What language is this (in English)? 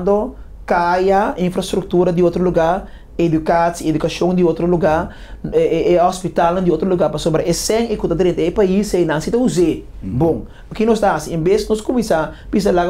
Papiamento